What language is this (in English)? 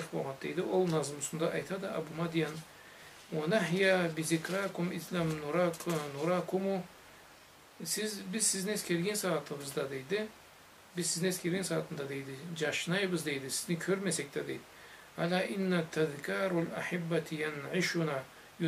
Karachay-Balkar